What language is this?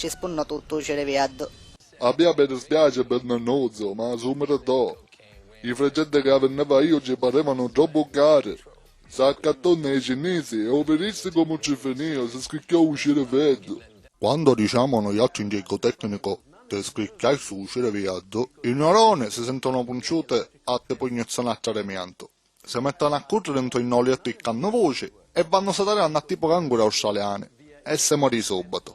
Sicilian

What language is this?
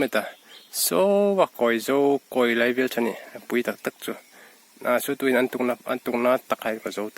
Hmar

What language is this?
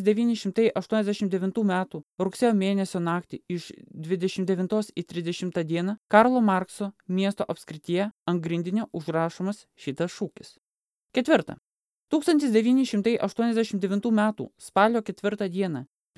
Lithuanian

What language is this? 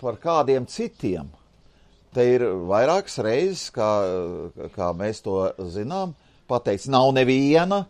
Latvian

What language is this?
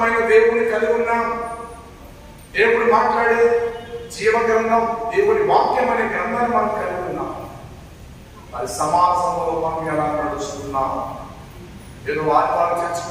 Telugu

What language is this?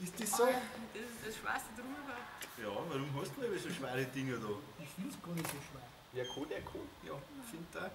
Bavarian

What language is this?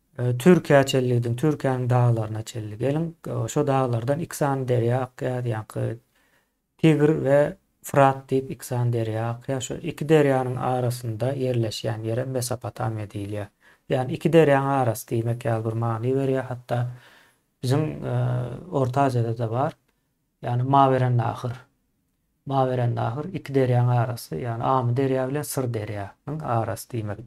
Turkmen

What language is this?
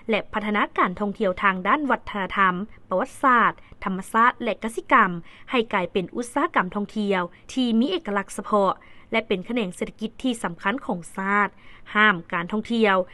Lao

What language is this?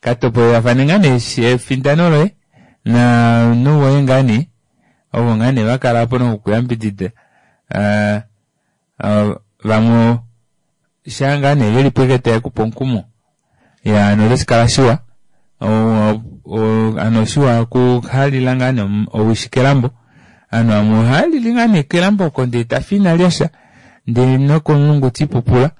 Kuanyama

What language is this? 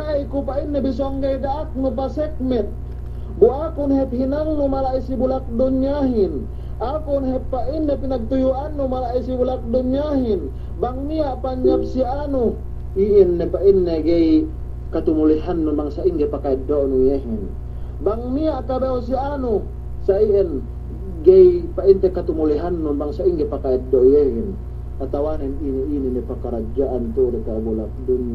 Yakan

